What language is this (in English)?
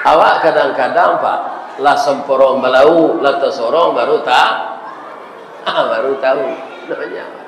Minangkabau